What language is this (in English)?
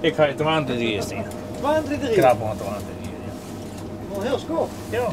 Western Frisian